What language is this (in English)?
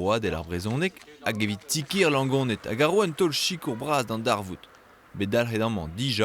Breton